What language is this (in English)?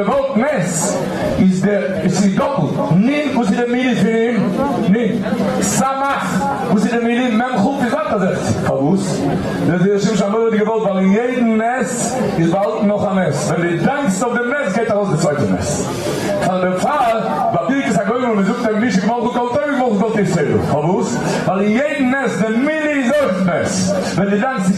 Yiddish